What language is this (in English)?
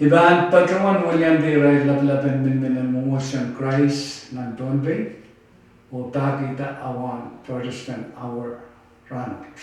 Pohnpeian